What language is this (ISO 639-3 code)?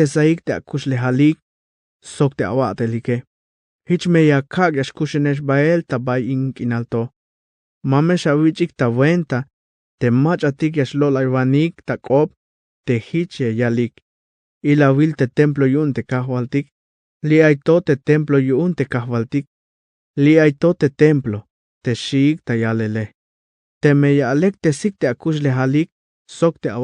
tzh